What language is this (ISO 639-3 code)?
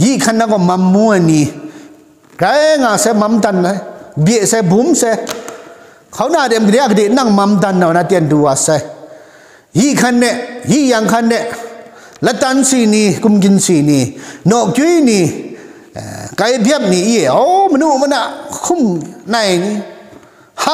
kac